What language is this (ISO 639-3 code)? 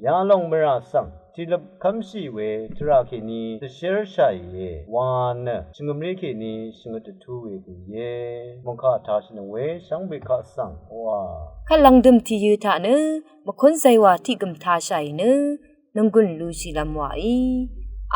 raw